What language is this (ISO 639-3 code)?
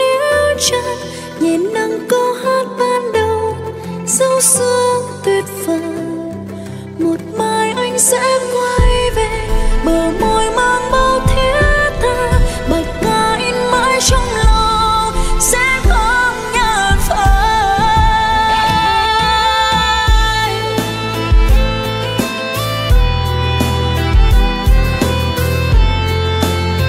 vie